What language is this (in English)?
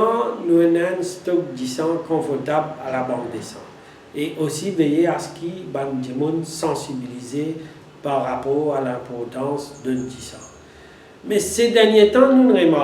Morisyen